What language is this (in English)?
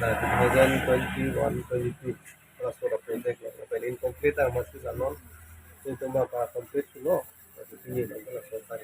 Karbi